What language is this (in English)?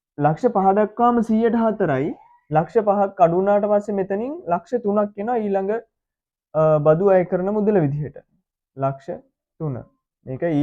Sinhala